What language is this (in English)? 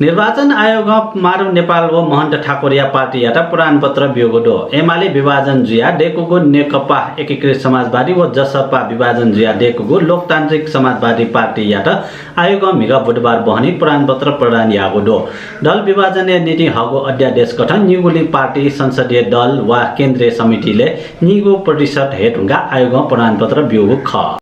Newari